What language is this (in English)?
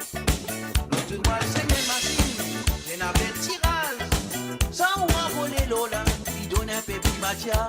Morisyen